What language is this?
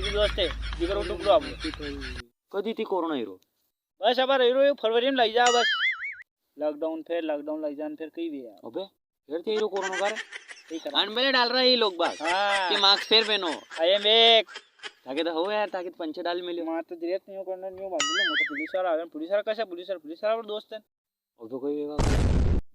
Rajasthani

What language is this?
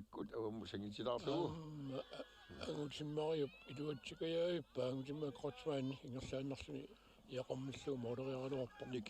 Kalaallisut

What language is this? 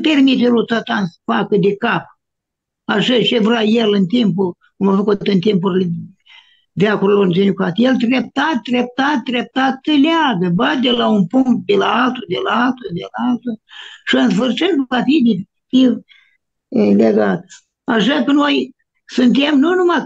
Romanian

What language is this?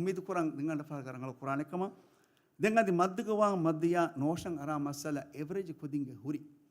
Divehi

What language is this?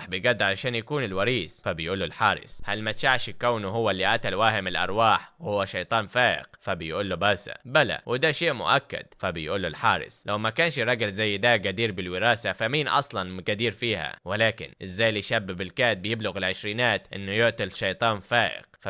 Egyptian Arabic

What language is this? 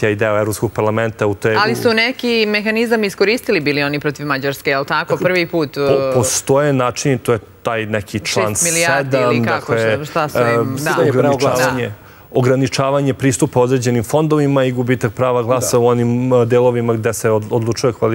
Serbian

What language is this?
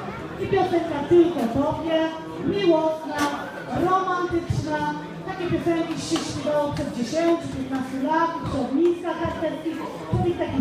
Polish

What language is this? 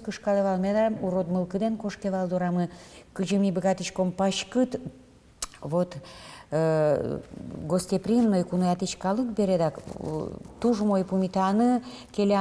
Udmurt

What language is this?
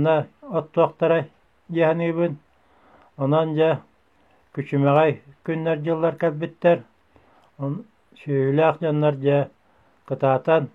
Yakut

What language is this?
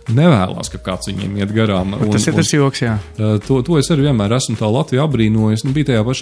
Latvian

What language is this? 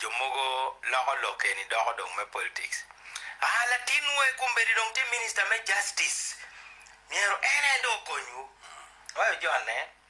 Acoli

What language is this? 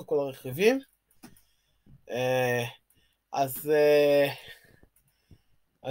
Hebrew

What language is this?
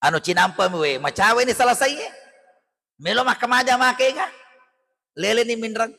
Buginese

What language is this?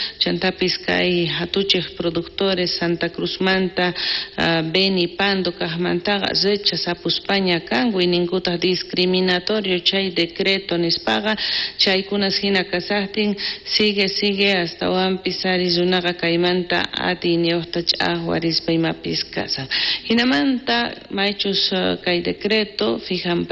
South Bolivian Quechua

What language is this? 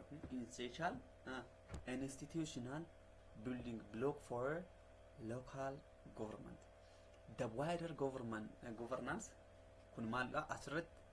Oromo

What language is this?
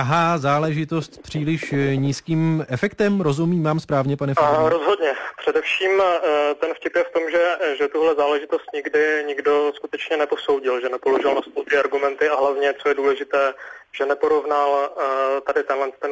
Czech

